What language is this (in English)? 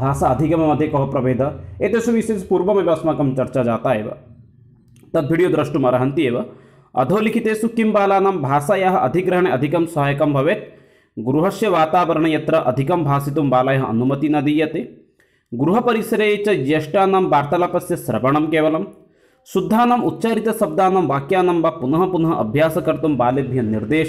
Sanskrit